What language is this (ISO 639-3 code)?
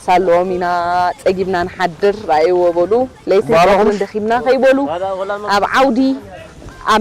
tir